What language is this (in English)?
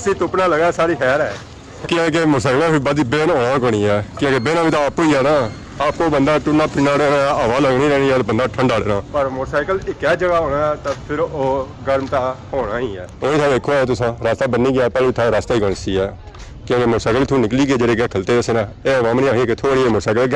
Pahari-Potwari